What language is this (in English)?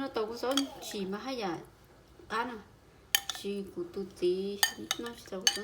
Hmong